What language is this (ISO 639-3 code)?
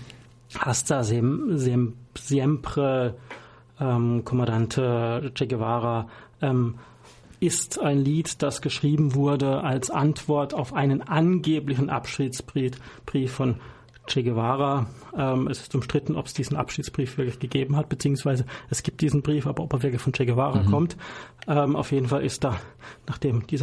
deu